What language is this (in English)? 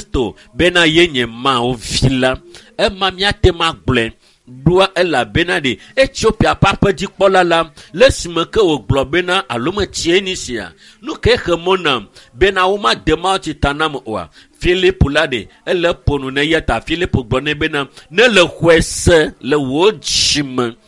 Ewe